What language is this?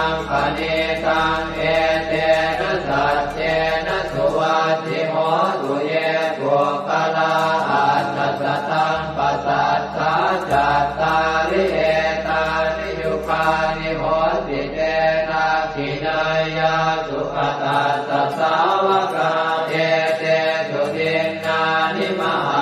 Pali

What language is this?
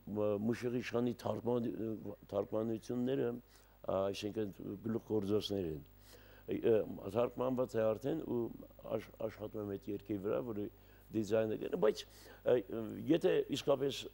Armenian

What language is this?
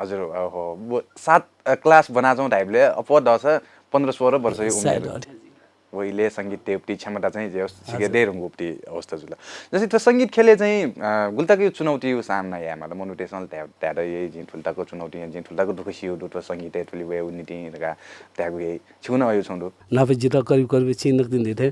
Newari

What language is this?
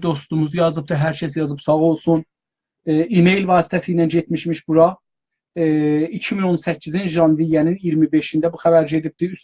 South Azerbaijani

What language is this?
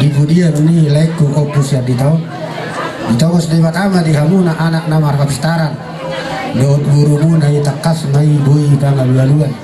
Batak Toba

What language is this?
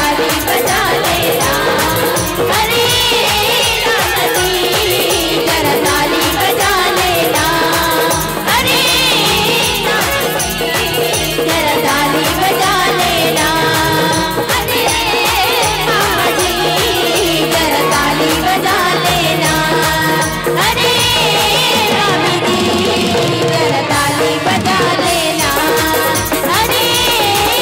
Chhattisgarhi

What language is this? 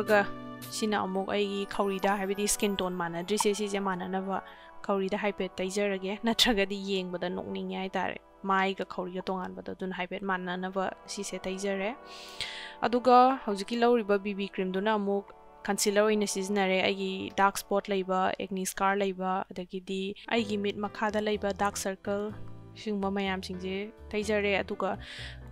Manipuri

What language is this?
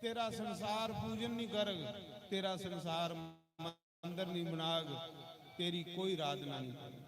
Dogri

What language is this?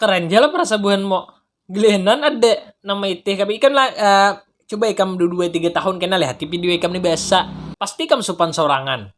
Banjar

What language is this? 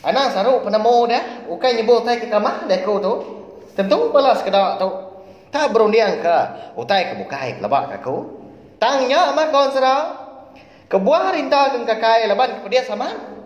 Iban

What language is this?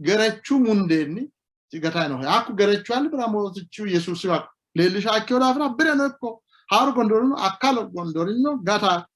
Sidamo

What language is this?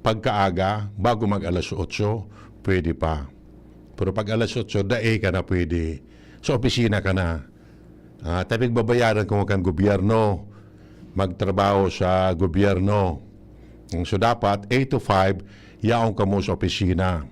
Bikol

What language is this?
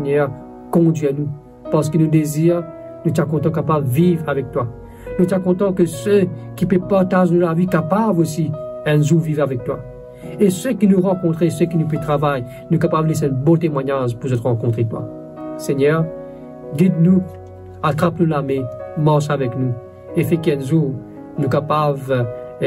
Morisyen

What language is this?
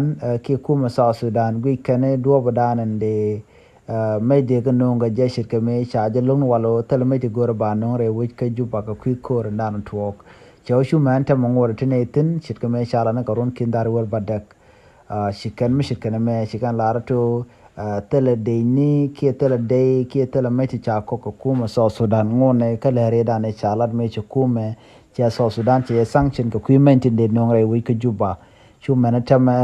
Nuer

